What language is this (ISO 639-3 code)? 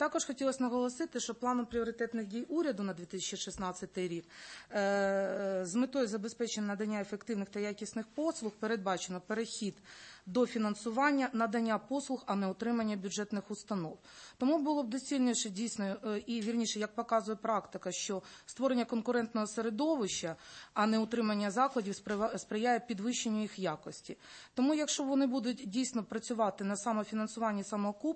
ukr